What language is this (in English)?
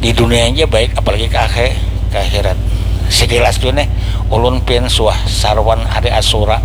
Banjar